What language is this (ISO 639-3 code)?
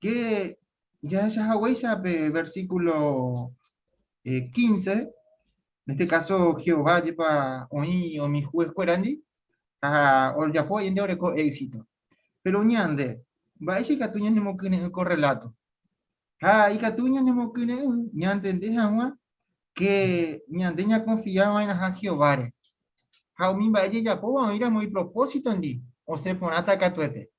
grn